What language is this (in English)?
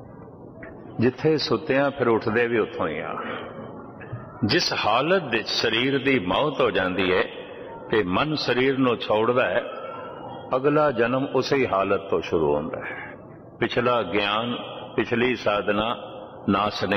Punjabi